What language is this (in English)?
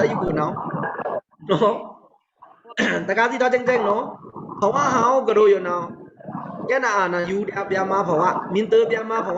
Pa'o Karen